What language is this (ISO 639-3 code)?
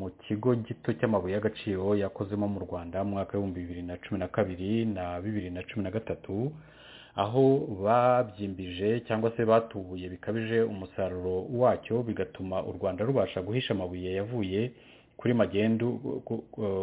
kin